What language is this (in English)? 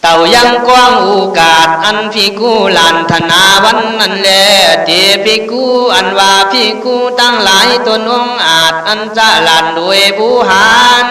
Khün